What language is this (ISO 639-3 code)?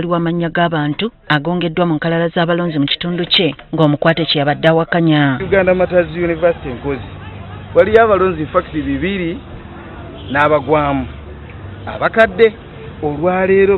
lug